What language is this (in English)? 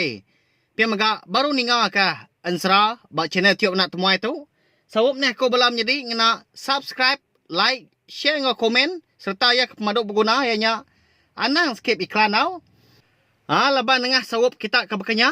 Iban